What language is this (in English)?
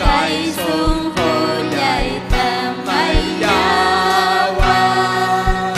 Ayacucho Quechua